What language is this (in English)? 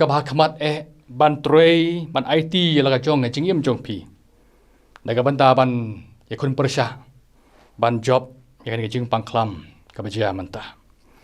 Khasi